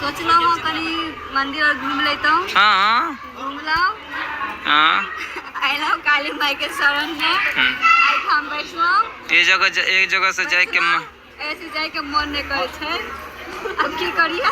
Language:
Maithili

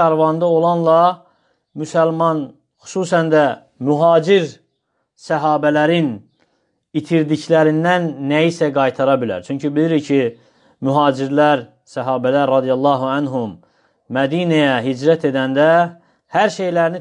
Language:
Azerbaijani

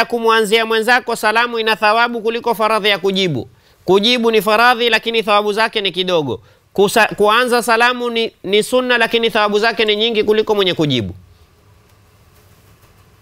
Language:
Swahili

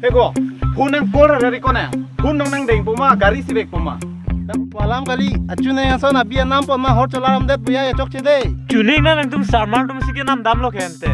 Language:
Karbi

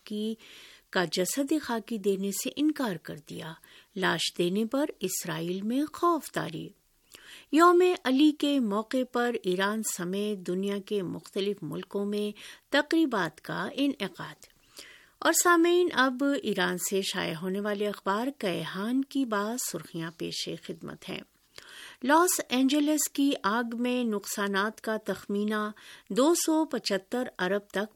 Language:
Urdu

